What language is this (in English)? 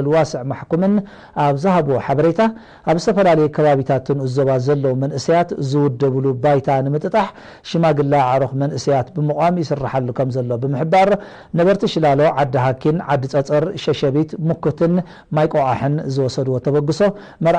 Tigrinya